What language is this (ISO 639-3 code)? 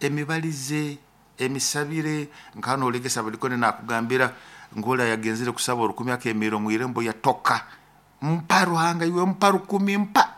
nyo